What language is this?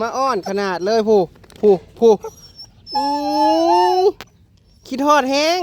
Northeastern Thai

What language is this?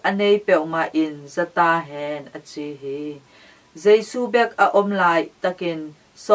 Tedim Chin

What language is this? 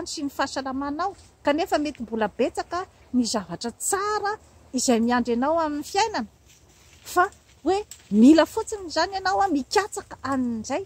Malagasy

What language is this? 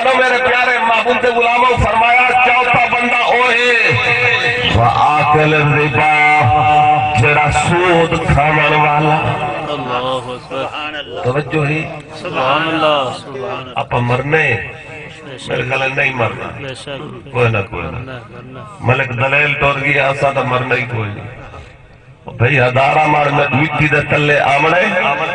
Saraiki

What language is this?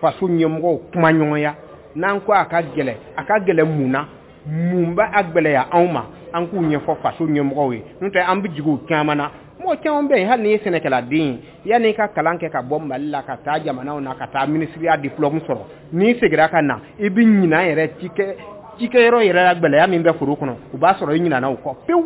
Bambara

